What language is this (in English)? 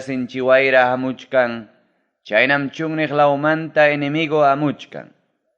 Ayacucho Quechua